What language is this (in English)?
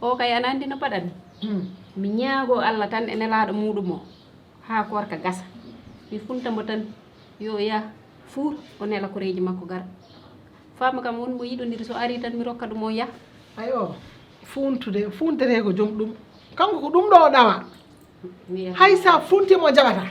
Fula